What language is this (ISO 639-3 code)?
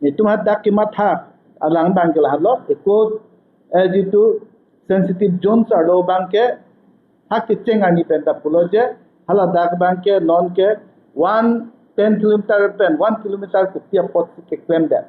mjw